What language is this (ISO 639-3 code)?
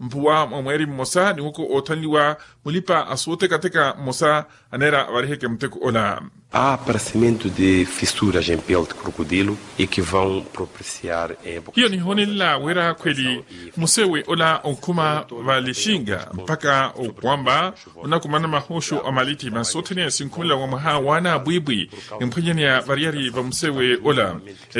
vmw